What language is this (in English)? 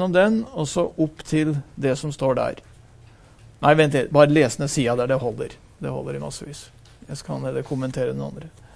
Norwegian